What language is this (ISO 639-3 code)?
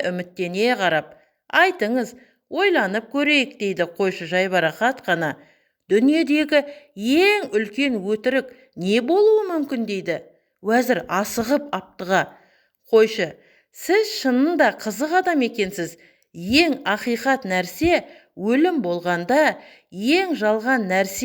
kaz